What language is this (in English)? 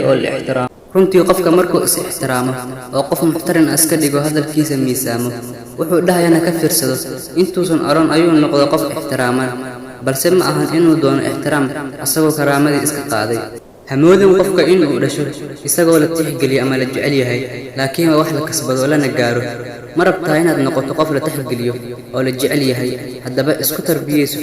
Somali